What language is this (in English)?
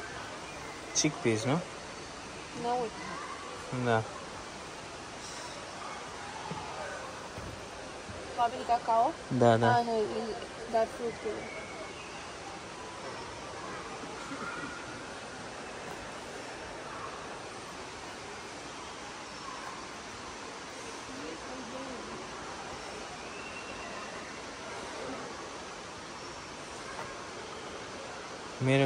Romanian